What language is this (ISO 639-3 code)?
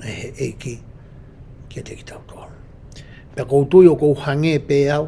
ton